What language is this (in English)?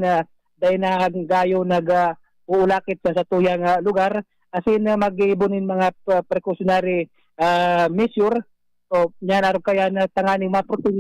Bikol